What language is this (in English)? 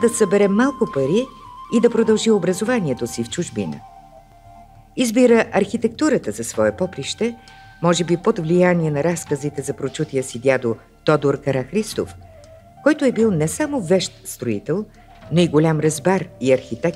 Bulgarian